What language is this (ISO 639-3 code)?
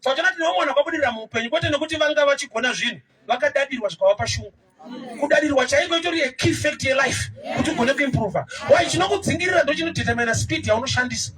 sna